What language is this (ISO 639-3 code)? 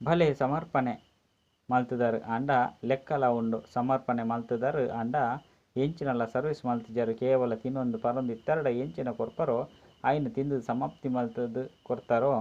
tcy